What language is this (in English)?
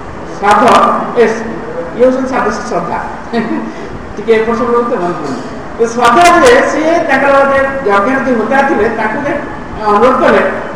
Odia